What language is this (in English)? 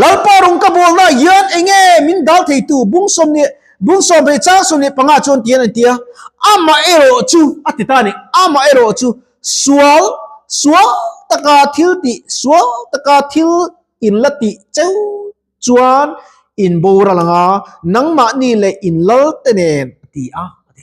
Mizo